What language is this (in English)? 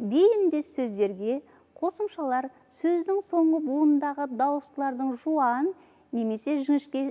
Kazakh